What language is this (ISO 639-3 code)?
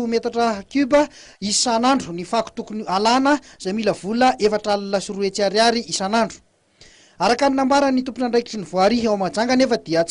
mlg